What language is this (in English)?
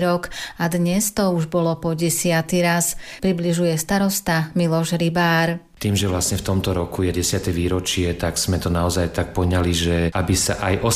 Slovak